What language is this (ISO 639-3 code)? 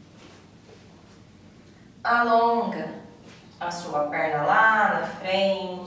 por